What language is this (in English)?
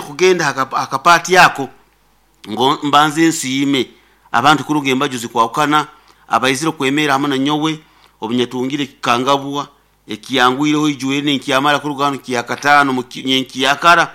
Nyoro